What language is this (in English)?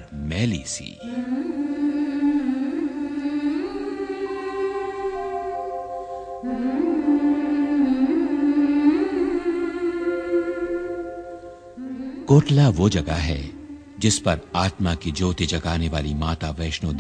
Hindi